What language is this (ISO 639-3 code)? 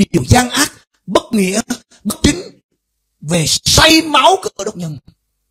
vie